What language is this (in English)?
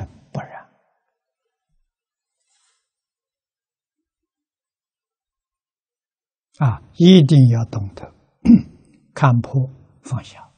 Chinese